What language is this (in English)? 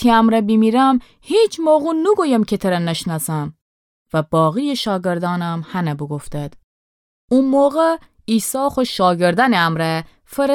Gilaki